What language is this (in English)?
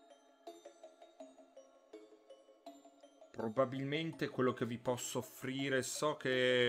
Italian